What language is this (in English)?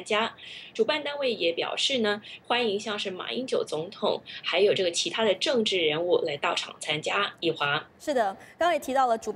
Chinese